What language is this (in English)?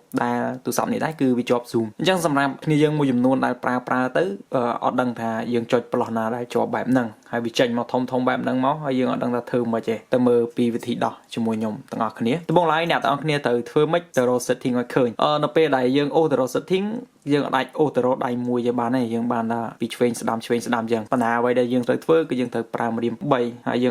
Khmer